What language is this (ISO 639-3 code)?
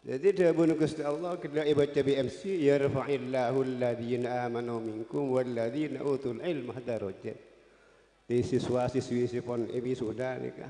mad